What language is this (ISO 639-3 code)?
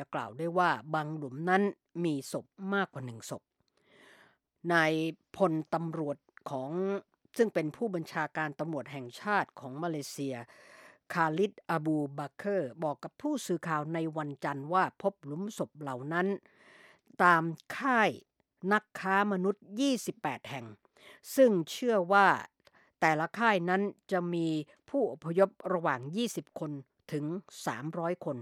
tha